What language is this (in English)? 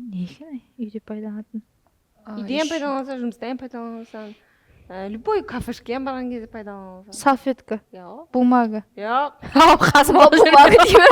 Kara-Kalpak